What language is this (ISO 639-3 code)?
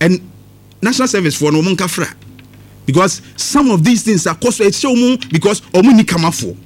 aka